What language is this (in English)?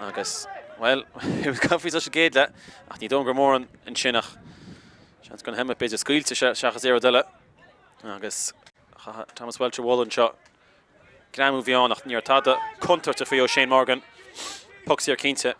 Irish